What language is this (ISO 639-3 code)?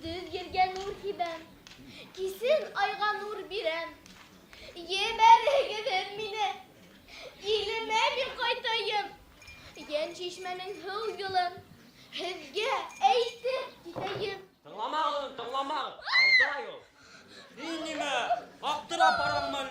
bak